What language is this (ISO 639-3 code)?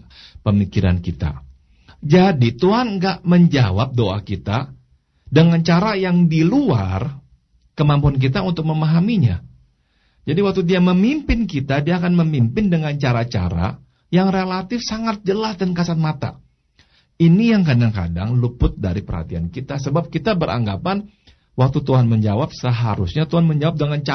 ind